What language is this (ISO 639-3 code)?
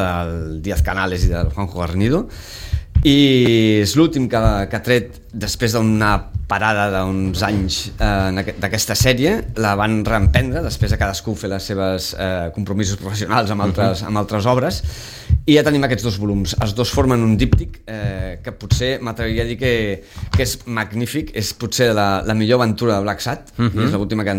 cat